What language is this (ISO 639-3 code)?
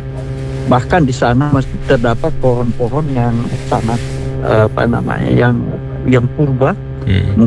ind